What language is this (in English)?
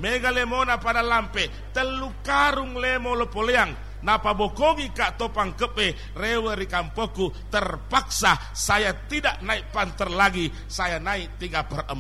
Buginese